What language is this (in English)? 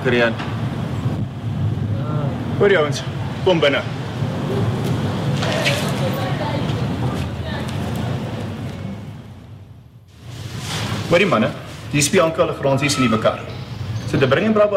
Afrikaans